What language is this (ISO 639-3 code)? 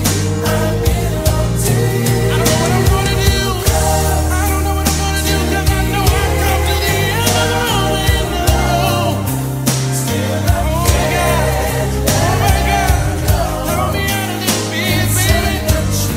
eng